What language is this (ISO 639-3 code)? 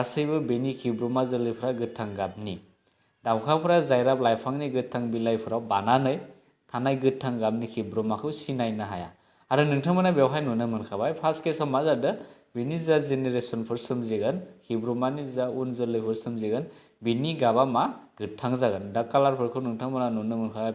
brx